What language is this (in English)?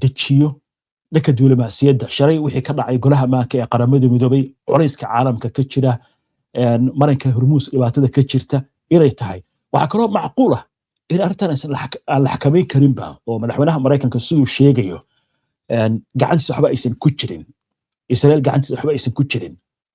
Somali